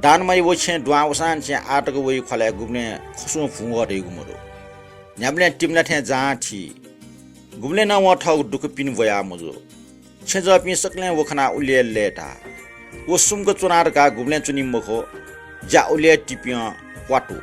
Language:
Newari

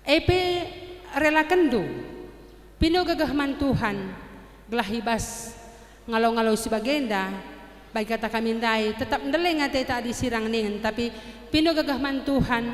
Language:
Batak Karo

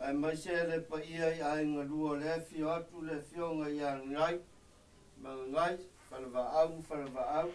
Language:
Samoan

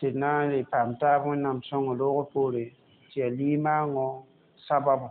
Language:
Mossi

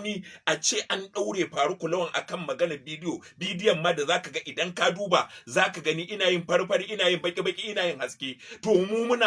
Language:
Hausa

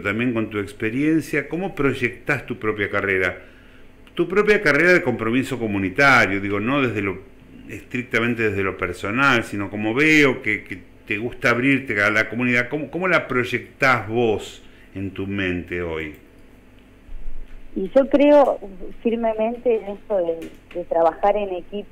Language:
Spanish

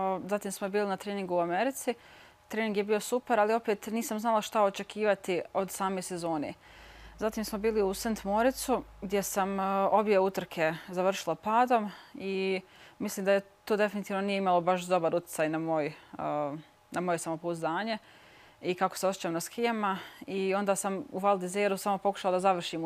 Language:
Bosnian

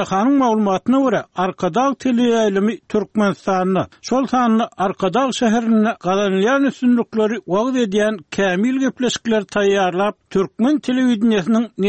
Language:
Turkmen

